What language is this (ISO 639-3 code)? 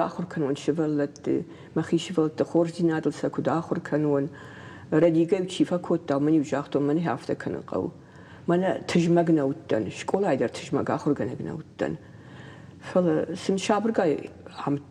oss